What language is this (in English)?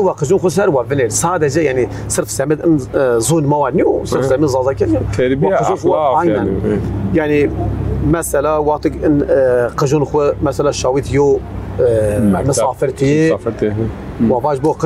Zaza